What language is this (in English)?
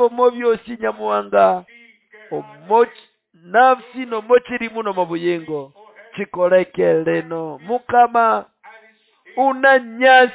Nande